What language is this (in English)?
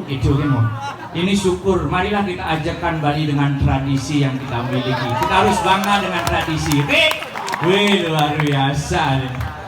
Balinese